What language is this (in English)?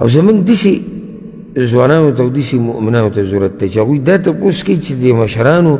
Pashto